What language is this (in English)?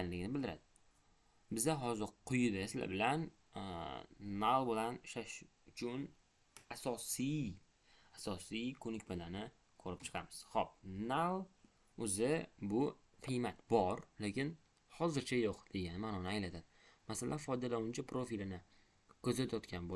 Uzbek